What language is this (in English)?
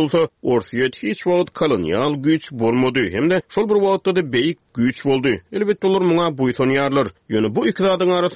Turkmen